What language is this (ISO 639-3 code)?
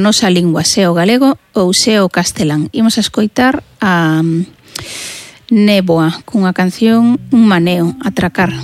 glg